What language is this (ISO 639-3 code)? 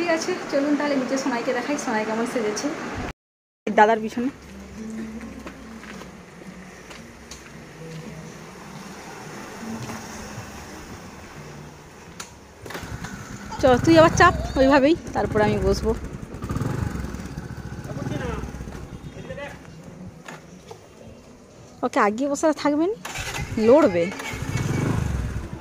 ben